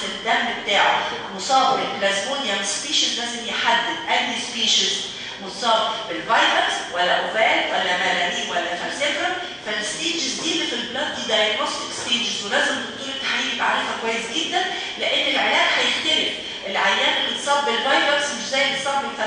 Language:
Egyptian Arabic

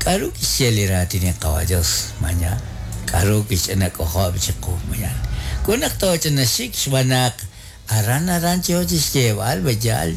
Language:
Kekchí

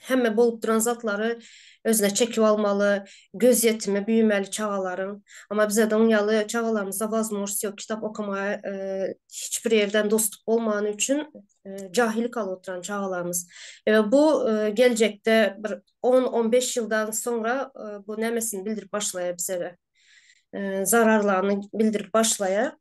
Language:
Turkmen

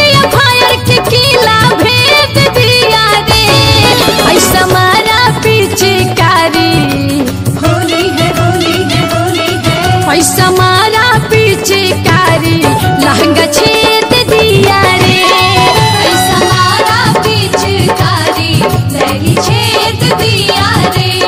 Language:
Bhojpuri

